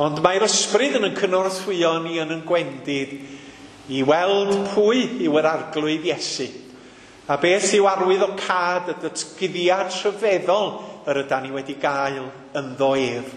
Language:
Welsh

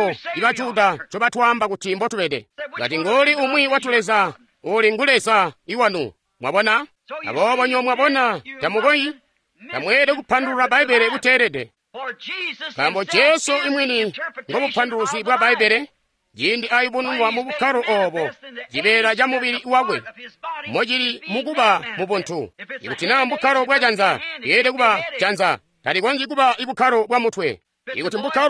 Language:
Tonga (Zambia)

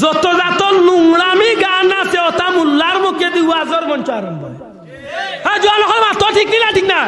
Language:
Sylheti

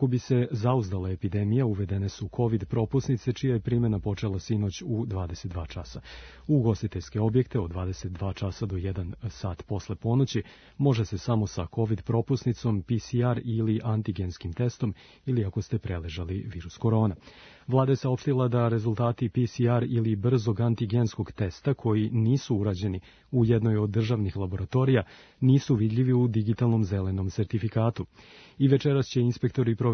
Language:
Serbian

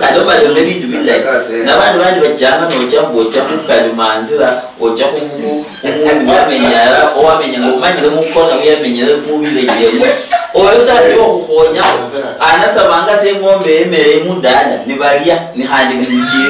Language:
Luyia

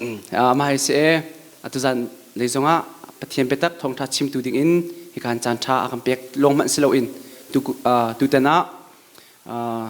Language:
Hakha Chin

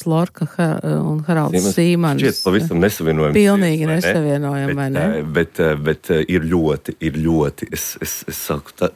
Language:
Latvian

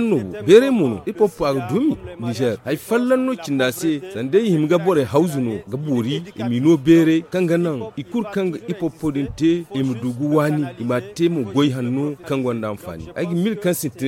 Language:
Zarma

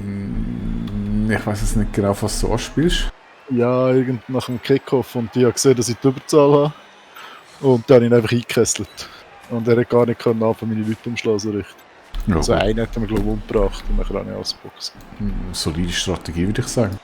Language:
Swiss German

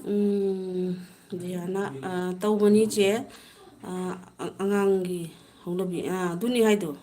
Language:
Manipuri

